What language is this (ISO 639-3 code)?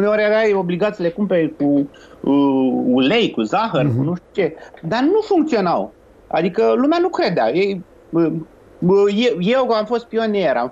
ron